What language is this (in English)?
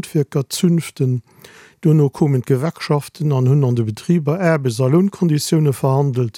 Luxembourgish